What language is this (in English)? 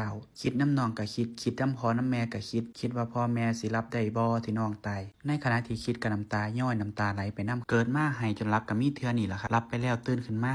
Northeastern Thai